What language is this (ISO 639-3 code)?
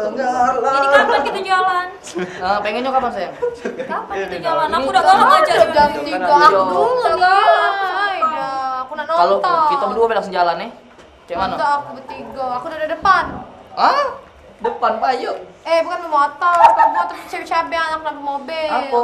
mui